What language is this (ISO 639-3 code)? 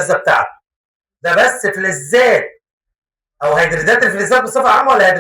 arz